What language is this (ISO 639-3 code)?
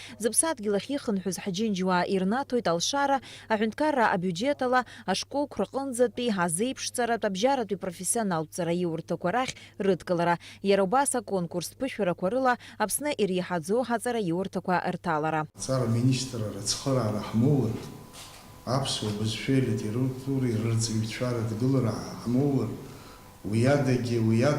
abk